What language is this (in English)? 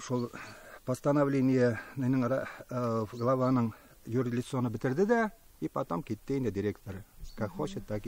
Tatar